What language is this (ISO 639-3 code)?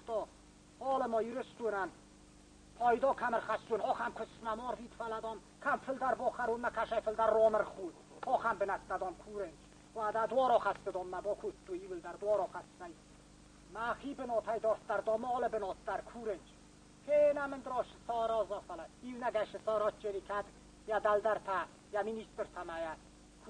oss